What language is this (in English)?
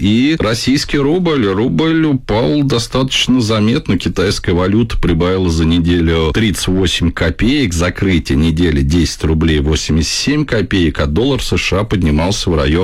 Russian